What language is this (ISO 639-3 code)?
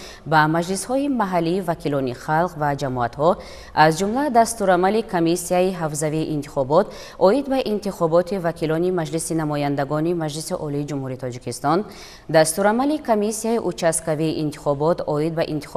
tgk